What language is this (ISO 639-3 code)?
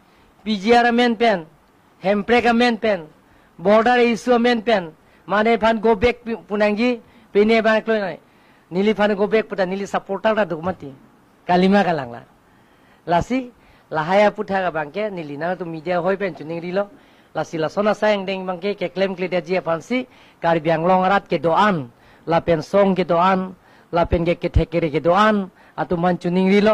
mjw